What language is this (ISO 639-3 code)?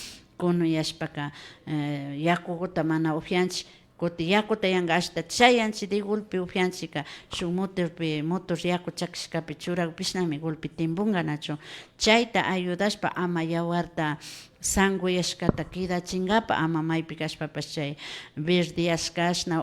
qvi